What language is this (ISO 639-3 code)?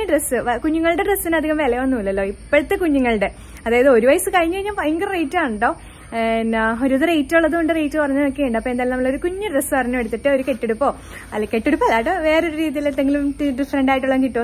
mal